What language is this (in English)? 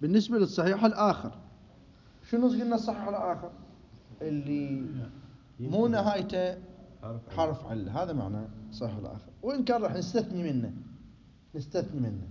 Mesopotamian Arabic